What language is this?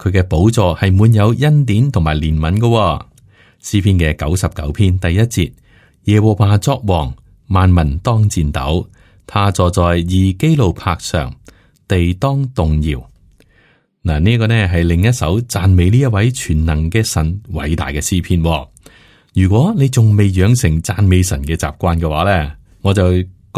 Cantonese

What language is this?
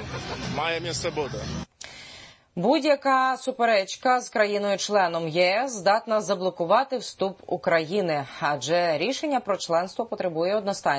Ukrainian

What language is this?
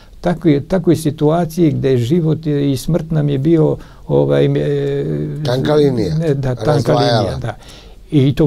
Serbian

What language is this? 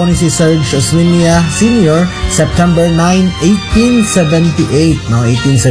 Filipino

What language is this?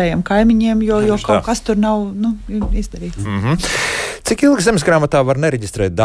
Latvian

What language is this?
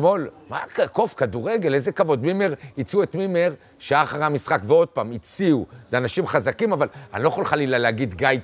Hebrew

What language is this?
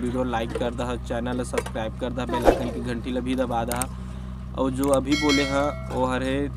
Chhattisgarhi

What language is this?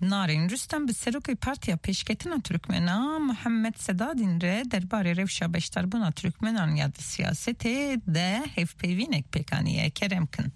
Kurdish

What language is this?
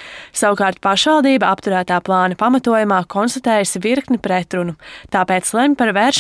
Latvian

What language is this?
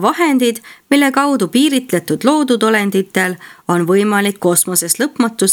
Estonian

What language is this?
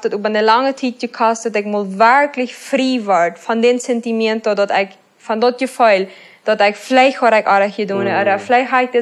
Plautdietsch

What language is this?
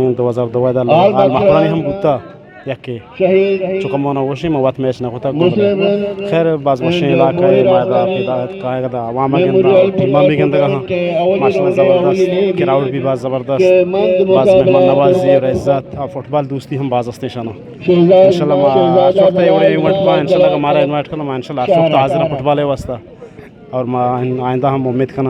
Eastern Balochi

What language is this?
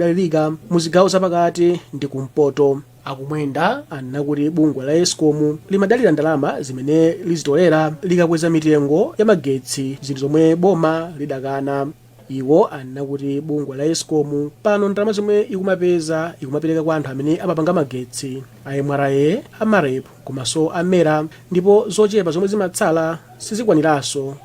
Nyanja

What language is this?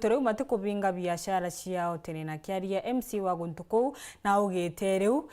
Meru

